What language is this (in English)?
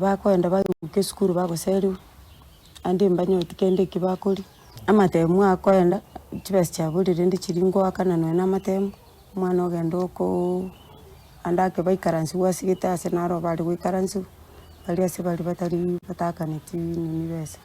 Gusii